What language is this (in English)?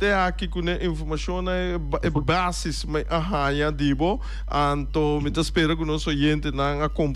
Papiamento